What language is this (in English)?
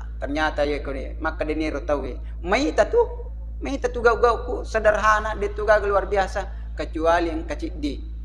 Buginese